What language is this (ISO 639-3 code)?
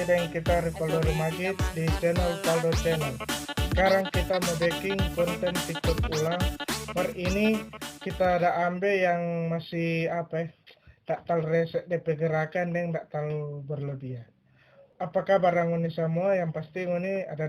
xmm